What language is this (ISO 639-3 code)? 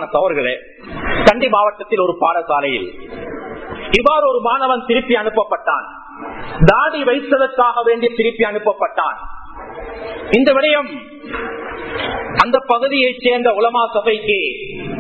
tam